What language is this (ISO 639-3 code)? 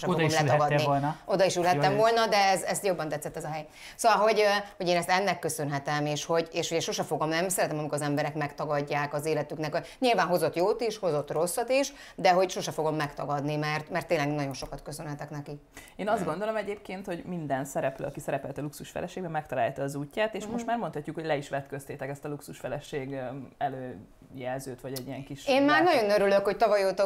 hun